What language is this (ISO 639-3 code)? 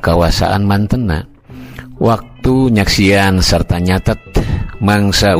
sun